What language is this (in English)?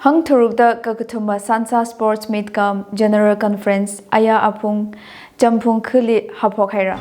Tangkhul Naga (India)